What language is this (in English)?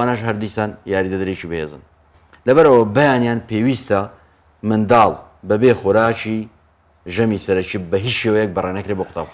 Central Kurdish